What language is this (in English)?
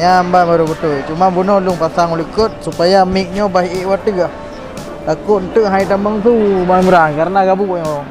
Achinese